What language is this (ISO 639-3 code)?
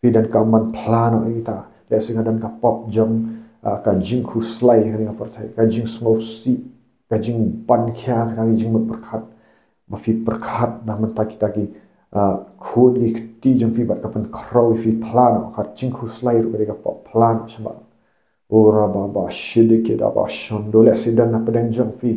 kha